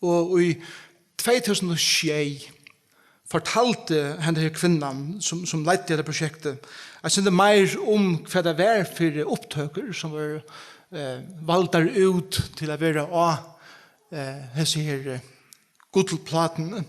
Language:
Faroese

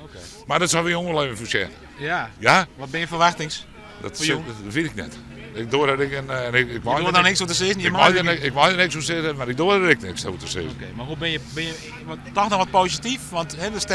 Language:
Western Frisian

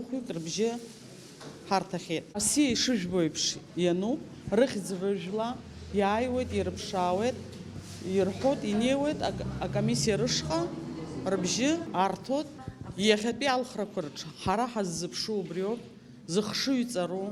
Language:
Abkhazian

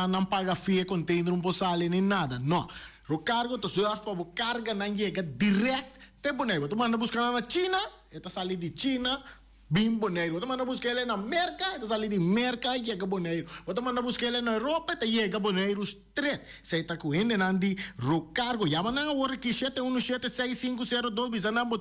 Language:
Papiamento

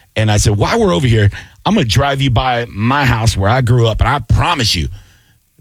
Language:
English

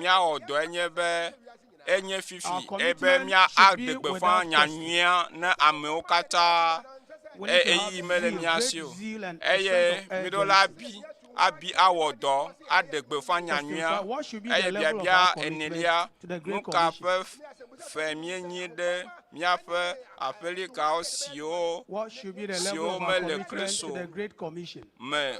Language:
Ewe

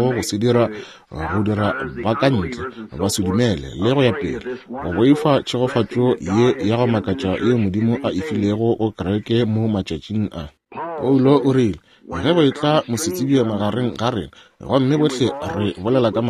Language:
Northern Sotho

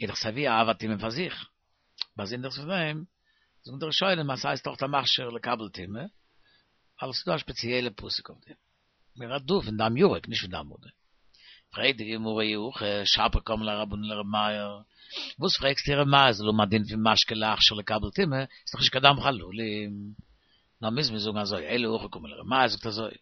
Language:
Yiddish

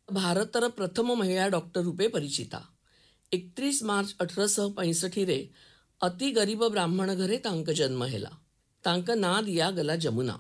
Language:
Odia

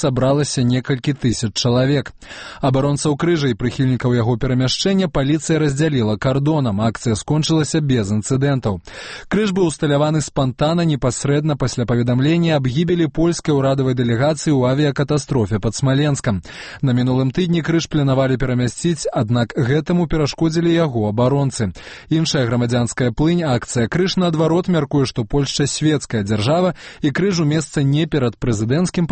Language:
Belarusian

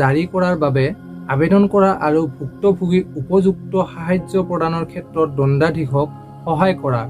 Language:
Assamese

